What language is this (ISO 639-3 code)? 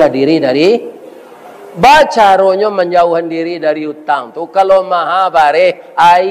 min